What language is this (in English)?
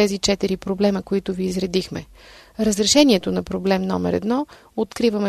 Bulgarian